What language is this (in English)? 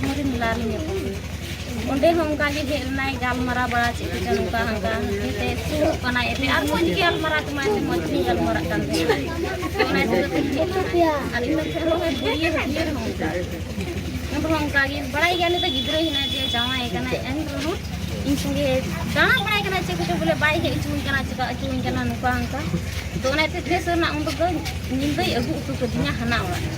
Santali